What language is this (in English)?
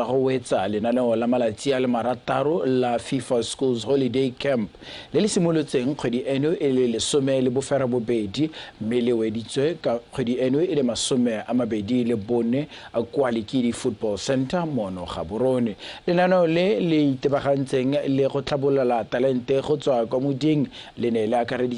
Tswana